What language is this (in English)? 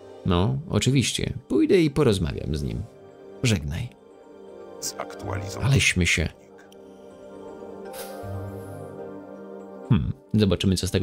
Polish